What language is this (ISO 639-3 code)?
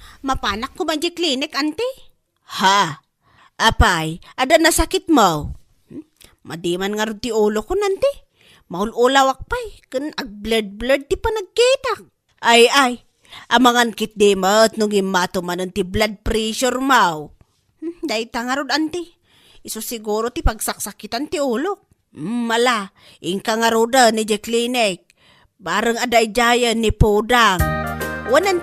ilo